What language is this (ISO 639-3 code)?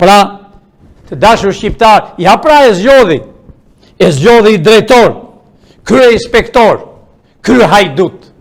sqi